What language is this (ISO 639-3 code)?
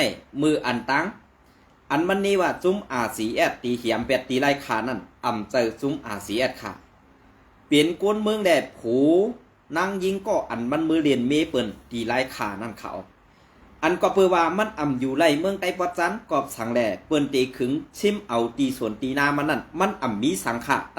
shn